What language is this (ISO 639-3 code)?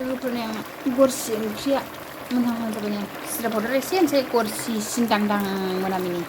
brx